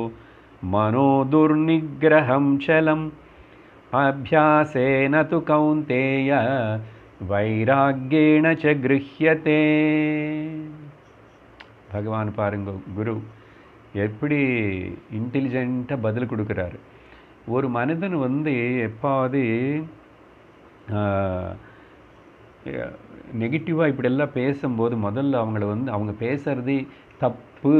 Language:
Tamil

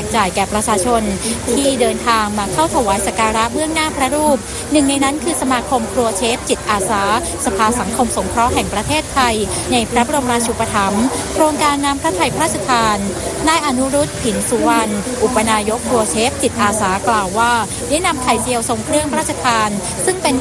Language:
Thai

